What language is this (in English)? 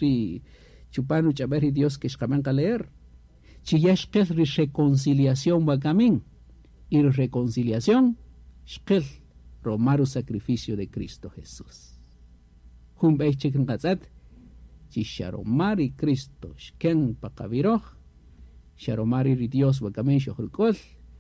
Kaqchikel